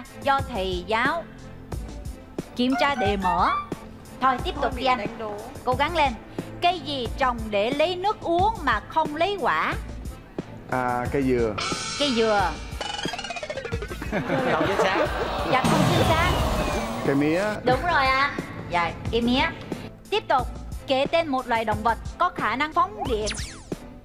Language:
Vietnamese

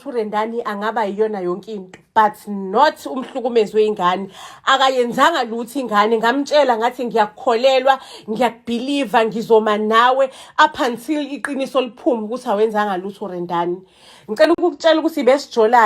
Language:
Zulu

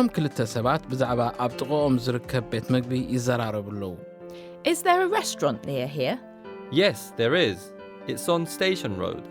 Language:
Tigrinya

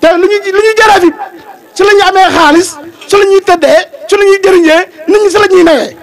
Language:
Wolof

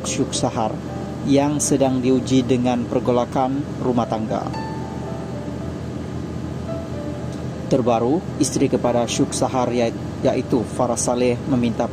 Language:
Malay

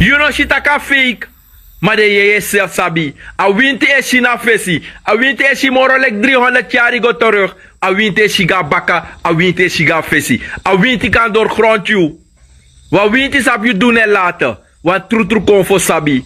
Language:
Sranan Tongo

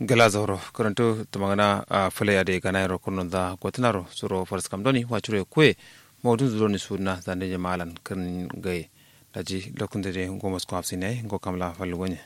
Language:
Kanuri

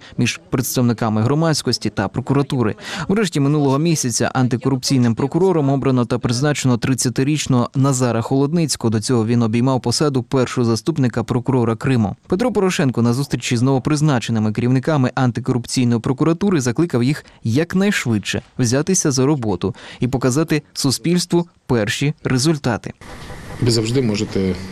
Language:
Ukrainian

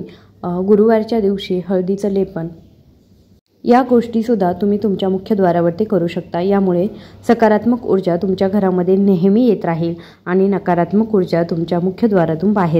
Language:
Marathi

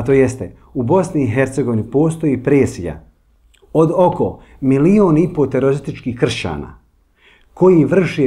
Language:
Bosnian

